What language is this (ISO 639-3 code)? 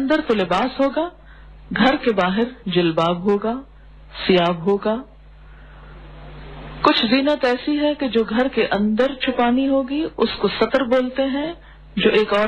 urd